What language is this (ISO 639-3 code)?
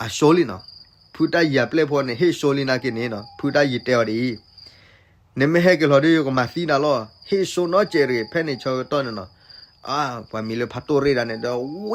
ksw